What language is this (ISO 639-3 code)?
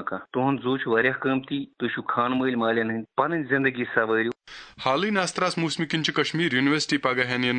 kas